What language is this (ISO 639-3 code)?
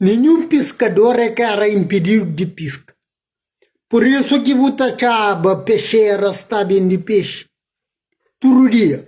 kea